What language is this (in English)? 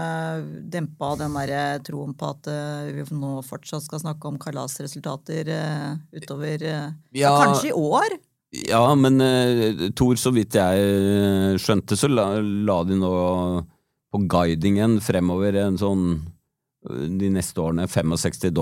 Norwegian